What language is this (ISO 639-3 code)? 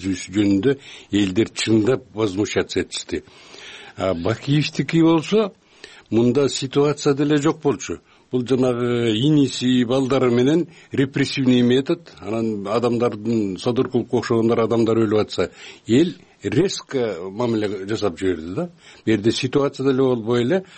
kir